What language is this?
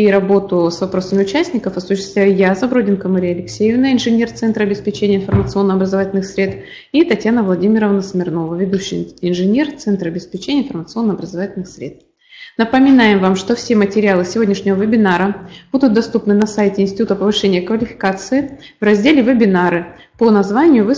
Russian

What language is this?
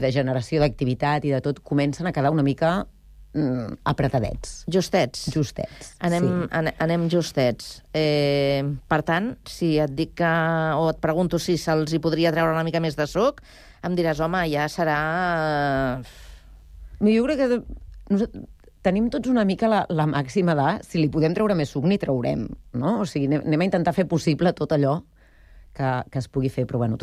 Catalan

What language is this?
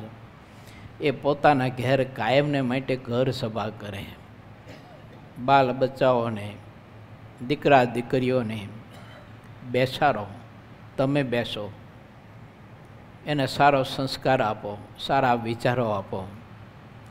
Gujarati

